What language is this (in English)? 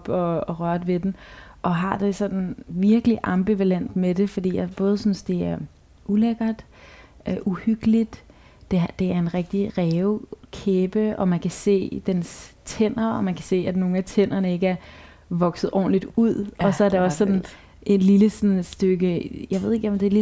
Danish